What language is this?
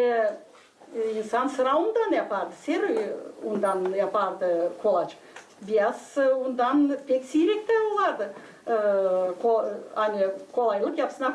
Gagauz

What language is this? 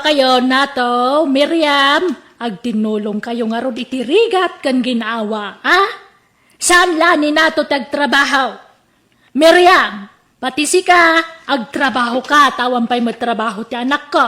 Iloko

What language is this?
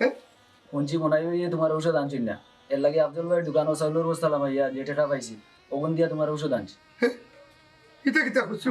Sylheti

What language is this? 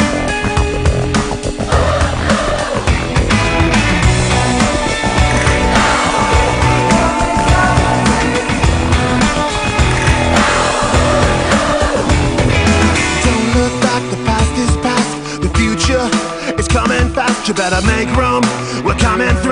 English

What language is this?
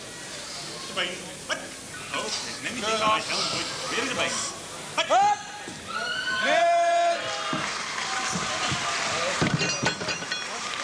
Dutch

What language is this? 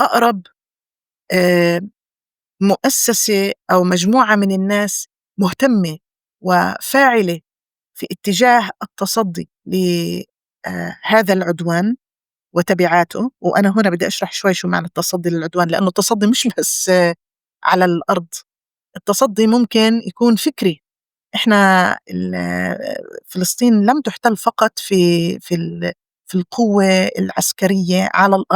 North Levantine Arabic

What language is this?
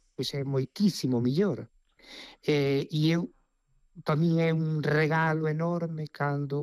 Galician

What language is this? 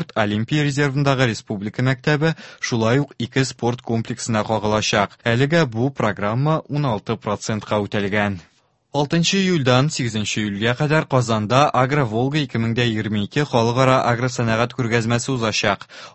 Tatar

